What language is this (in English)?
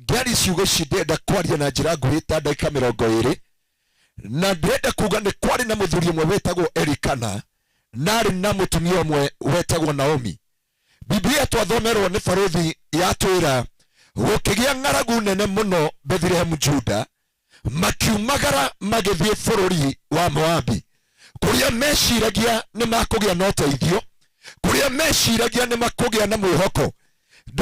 Kikuyu